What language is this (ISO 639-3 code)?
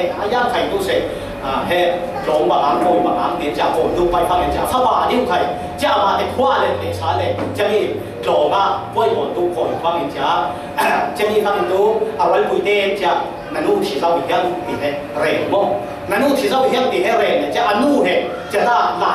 cfm